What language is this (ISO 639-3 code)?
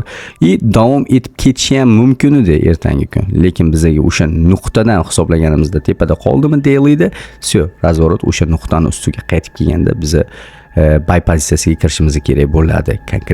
uzb